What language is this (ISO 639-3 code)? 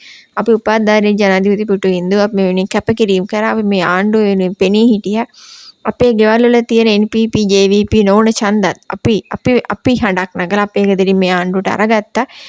sin